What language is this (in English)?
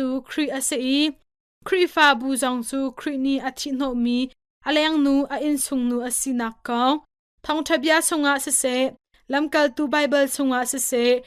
Hakha Chin